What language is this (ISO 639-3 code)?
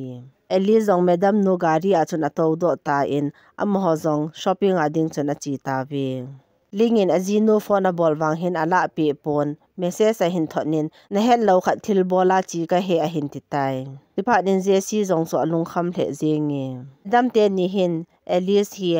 tcz